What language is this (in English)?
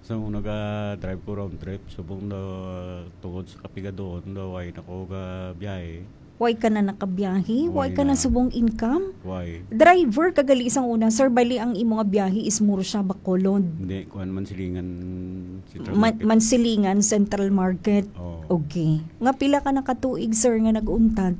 Hiligaynon